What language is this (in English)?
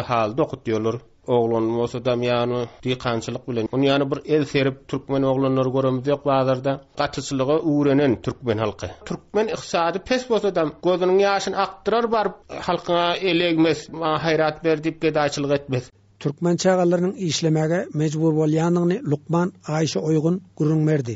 Turkmen